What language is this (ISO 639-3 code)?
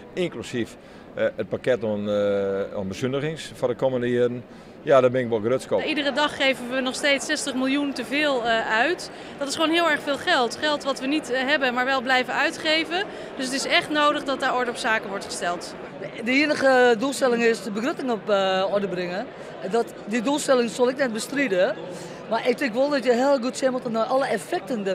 fry